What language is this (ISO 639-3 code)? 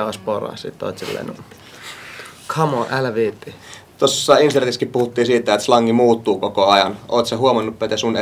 fin